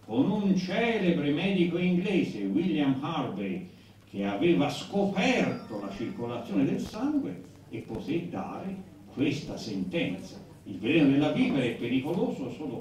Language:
Italian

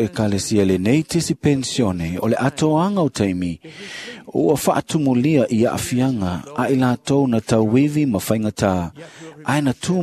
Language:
Samoan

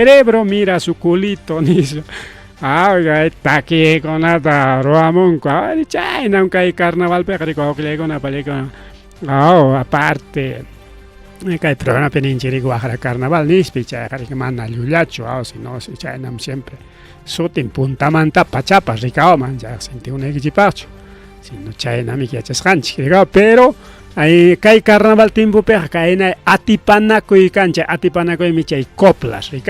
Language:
Ayacucho Quechua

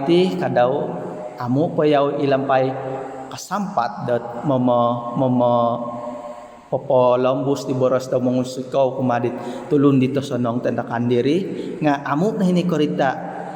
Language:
Central Dusun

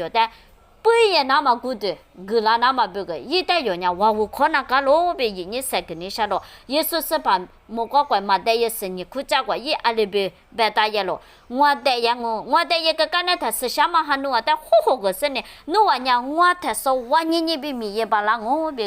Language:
Lisu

